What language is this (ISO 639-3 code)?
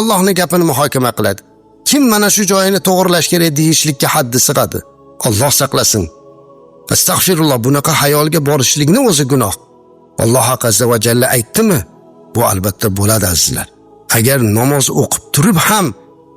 uzb